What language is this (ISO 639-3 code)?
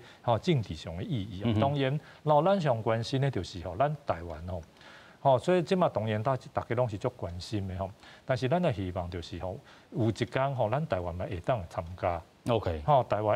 nan